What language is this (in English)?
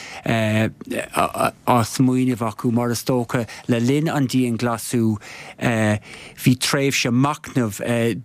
Irish